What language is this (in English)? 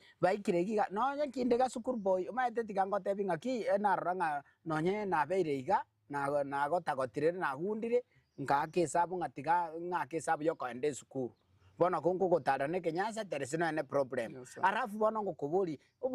Gusii